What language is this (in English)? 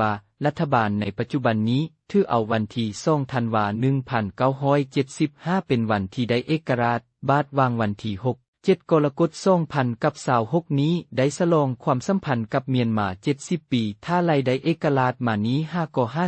Lao